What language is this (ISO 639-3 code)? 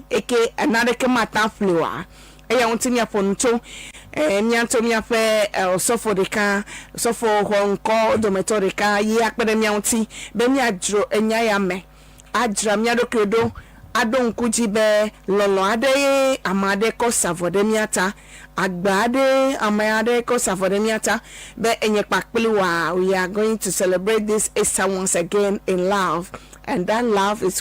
ewe